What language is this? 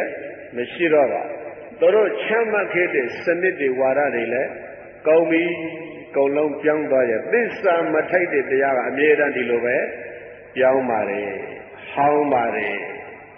Burmese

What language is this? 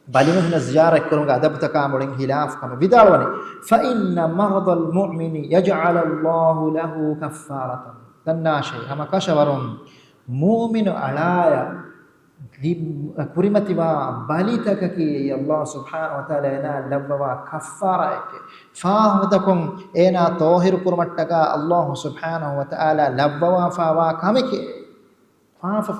Divehi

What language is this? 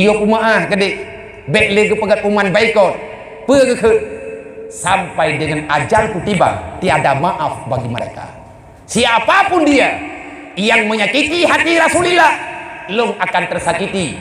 Achinese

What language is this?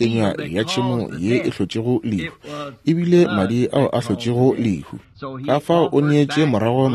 Northern Sotho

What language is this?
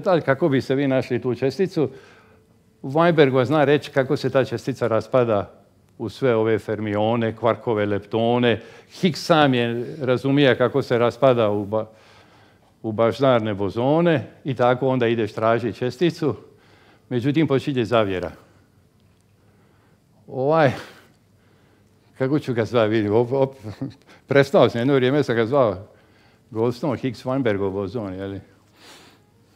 Croatian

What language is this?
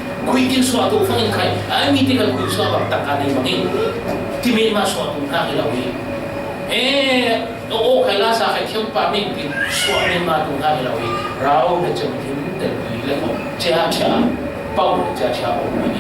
Falam Chin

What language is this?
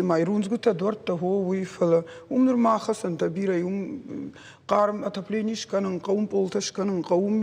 Ossetic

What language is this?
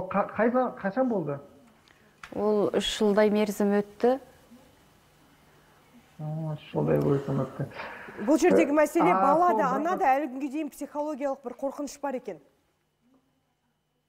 Kazakh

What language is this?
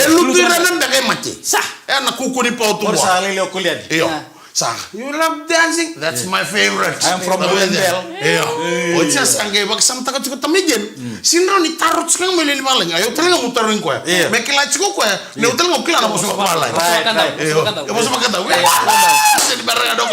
Fijian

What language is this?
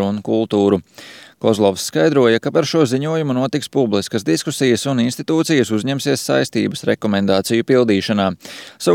Latvian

